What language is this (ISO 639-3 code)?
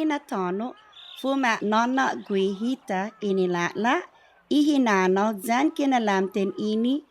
cha